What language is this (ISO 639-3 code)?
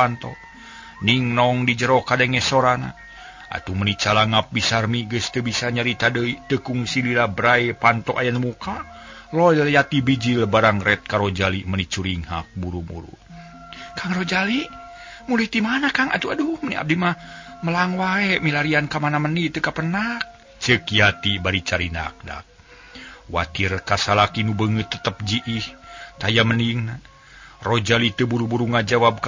sun